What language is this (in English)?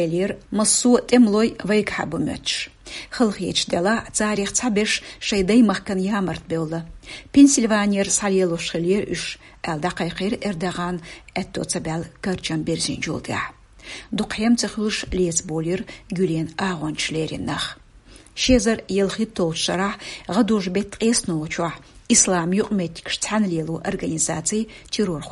Chechen